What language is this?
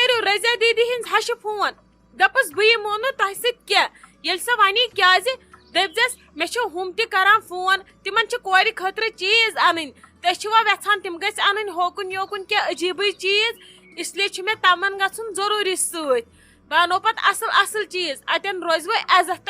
Kashmiri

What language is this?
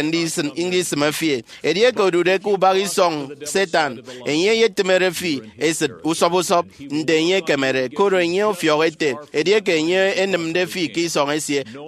Efik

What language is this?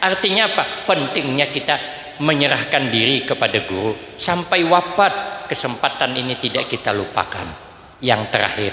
Banjar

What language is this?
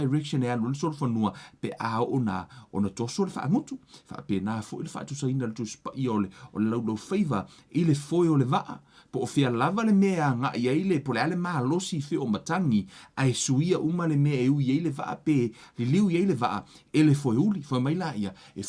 Samoan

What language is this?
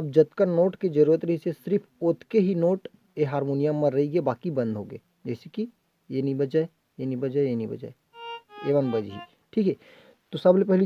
Chhattisgarhi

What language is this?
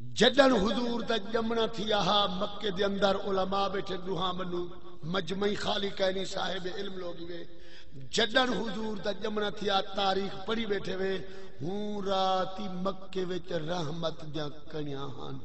Saraiki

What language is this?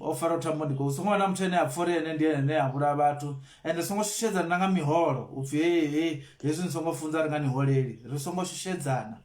Venda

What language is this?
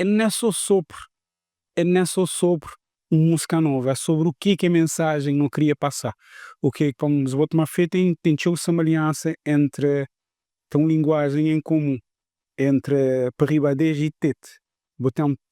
Kabuverdianu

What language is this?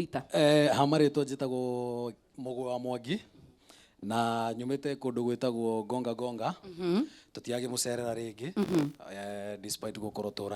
Kikuyu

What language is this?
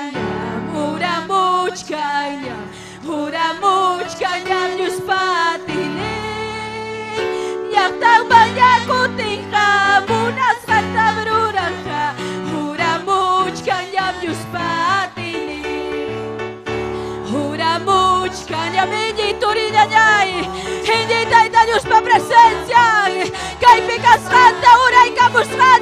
Ayacucho Quechua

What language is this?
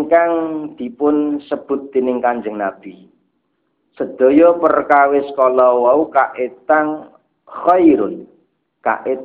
Javanese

